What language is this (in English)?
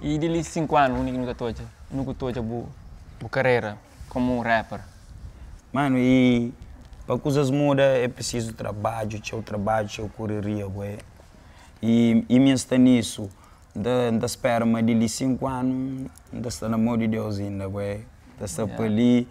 Kabuverdianu